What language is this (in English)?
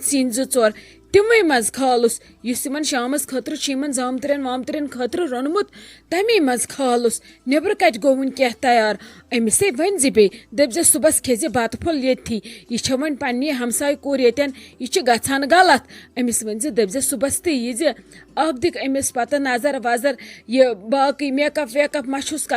Kashmiri